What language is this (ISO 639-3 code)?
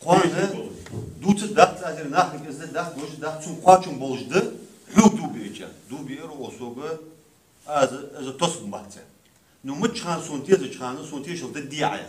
inh